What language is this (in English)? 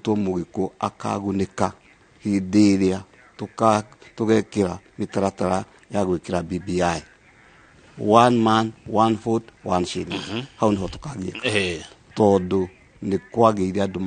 Kikuyu